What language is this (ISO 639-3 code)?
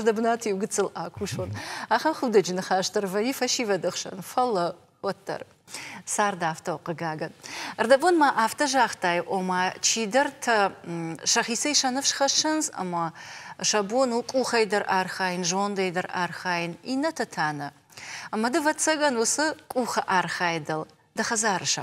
oss